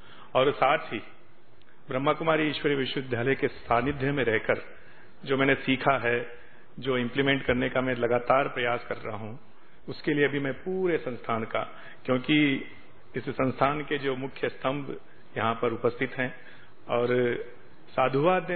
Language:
Hindi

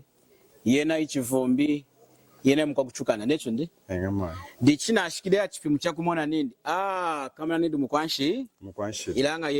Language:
Lunda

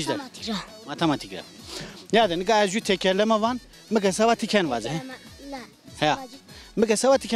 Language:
Zaza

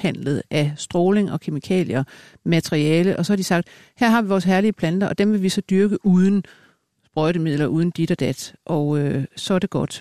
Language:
Danish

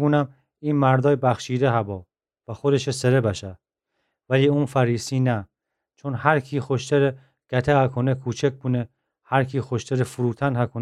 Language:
Gilaki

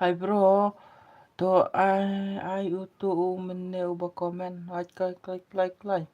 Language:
Khasi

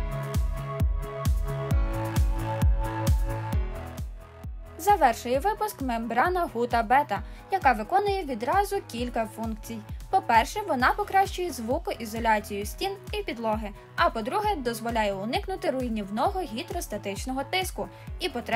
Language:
Ukrainian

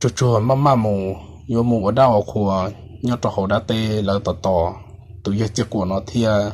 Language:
Hmong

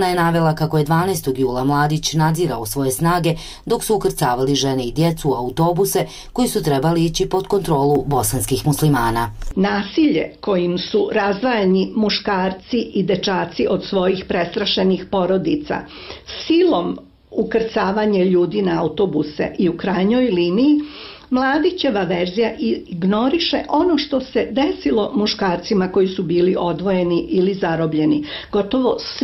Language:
Bosnian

